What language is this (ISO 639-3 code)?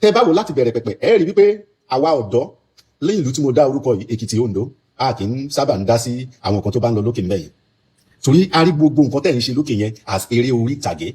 yor